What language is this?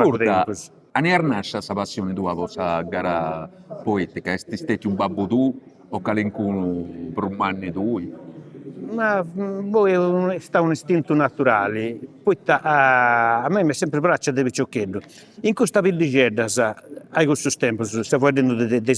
Sardinian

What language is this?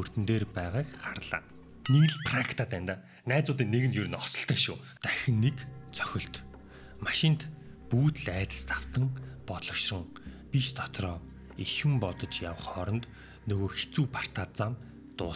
Mongolian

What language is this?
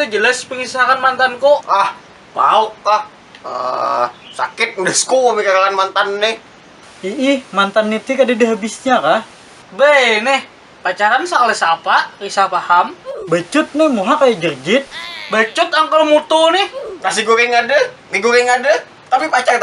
Banjar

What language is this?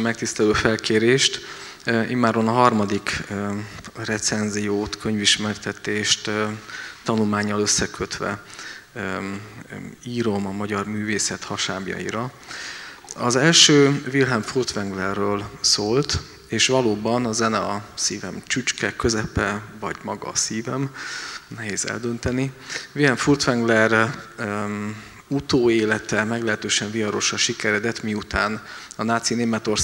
Hungarian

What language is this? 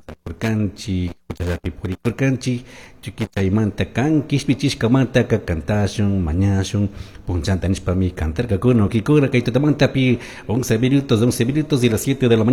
Chimborazo Highland Quichua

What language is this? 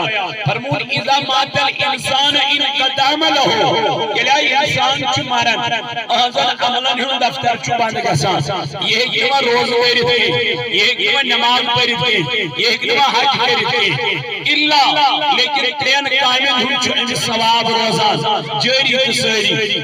Kashmiri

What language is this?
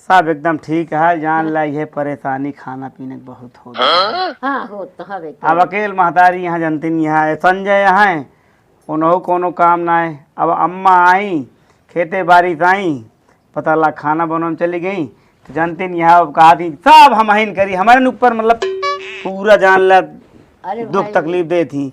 Awadhi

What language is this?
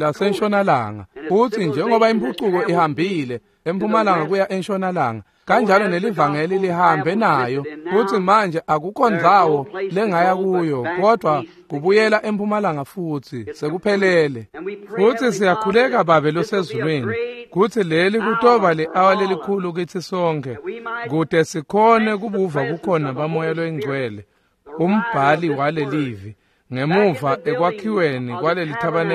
Swati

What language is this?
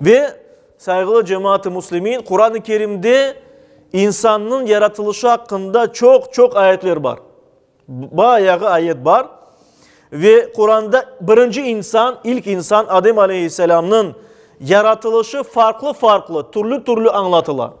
Crimean Tatar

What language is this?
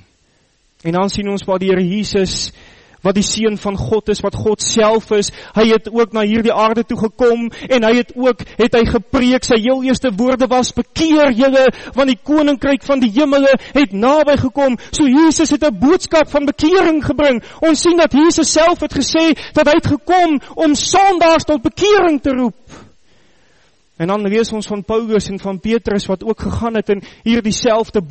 Afrikaans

